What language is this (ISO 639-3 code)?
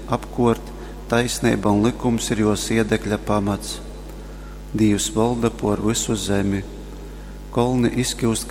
ltg